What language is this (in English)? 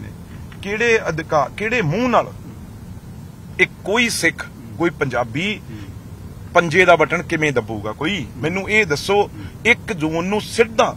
Punjabi